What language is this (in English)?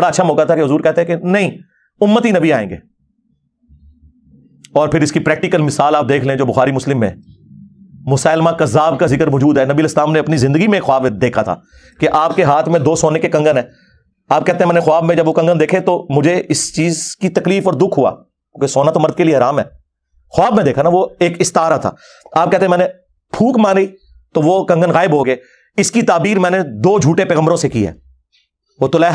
Urdu